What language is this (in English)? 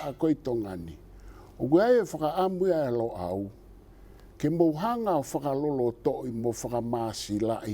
Tongan